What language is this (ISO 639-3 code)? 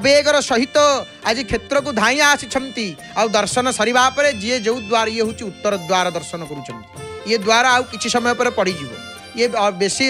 ori